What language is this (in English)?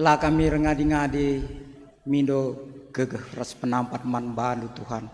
Batak Karo